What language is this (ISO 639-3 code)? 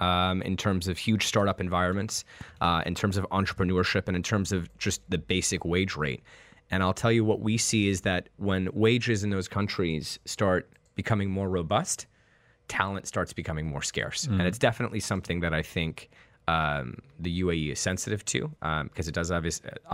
eng